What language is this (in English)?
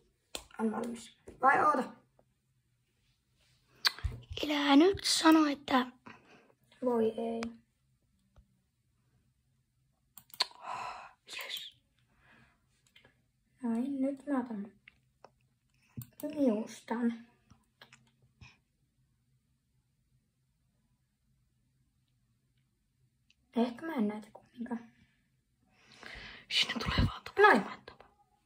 Finnish